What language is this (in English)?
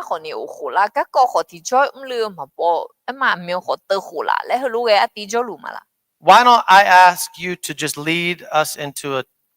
Akha